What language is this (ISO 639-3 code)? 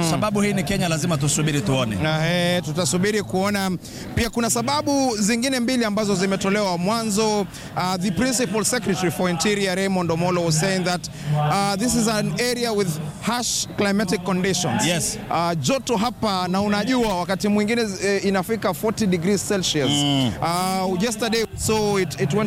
swa